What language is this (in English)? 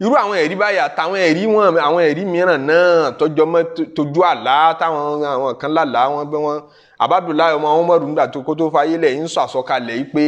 Yoruba